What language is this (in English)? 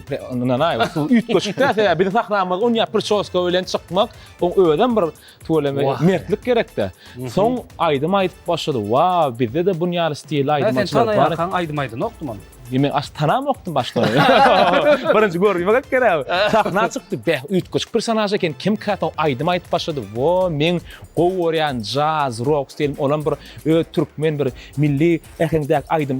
Turkmen